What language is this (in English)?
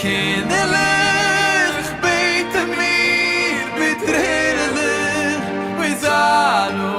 Yiddish